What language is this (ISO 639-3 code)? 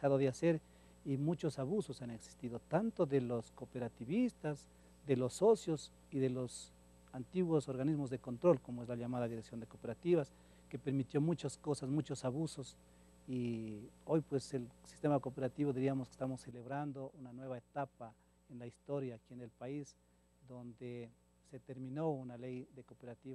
spa